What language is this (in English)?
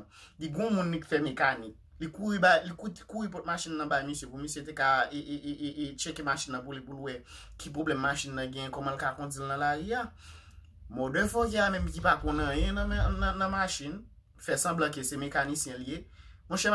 Haitian Creole